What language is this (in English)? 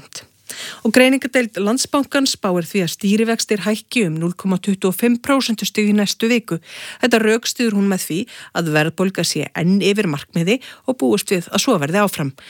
Icelandic